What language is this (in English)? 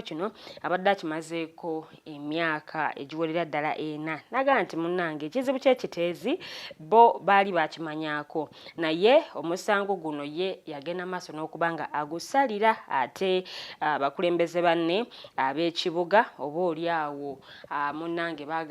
Ganda